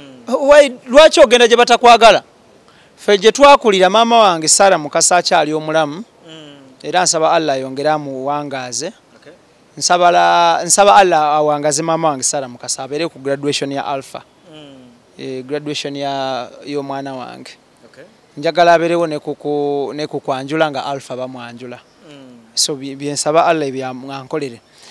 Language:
Ganda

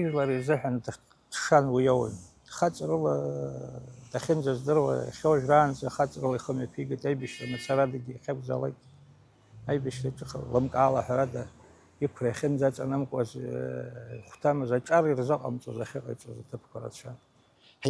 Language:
Abkhazian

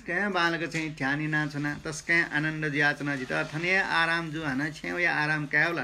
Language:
Newari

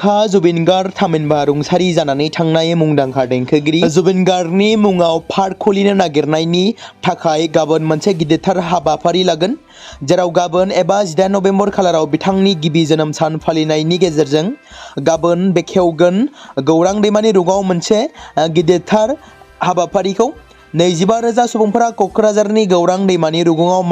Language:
Bodo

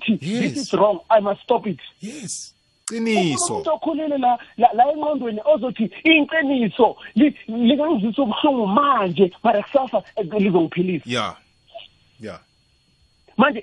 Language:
South Ndebele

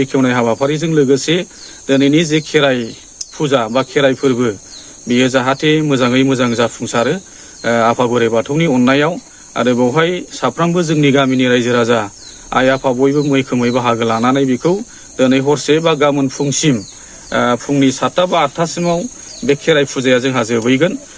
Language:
Bodo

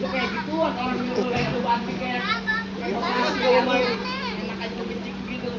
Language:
Betawi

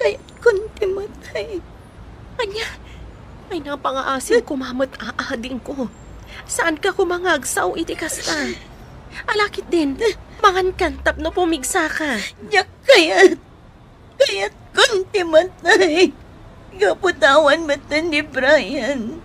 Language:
Iloko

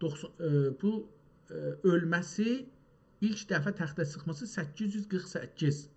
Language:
South Azerbaijani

